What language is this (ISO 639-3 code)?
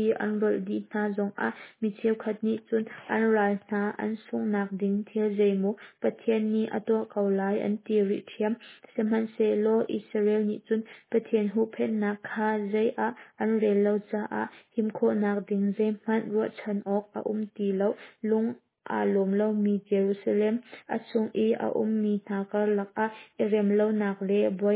cnh